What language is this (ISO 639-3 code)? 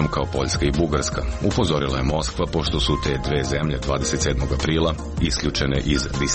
srp